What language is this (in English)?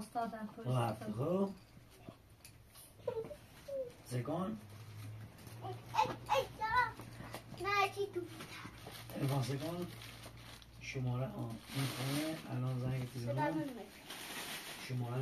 Persian